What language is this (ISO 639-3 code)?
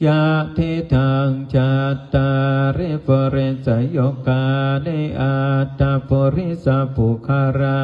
pli